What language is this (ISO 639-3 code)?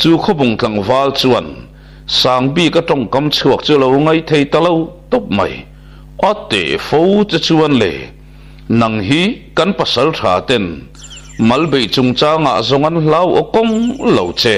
lus